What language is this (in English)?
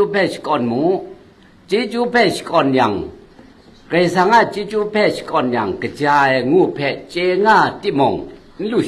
Kachin